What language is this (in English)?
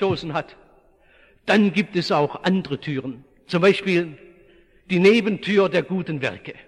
German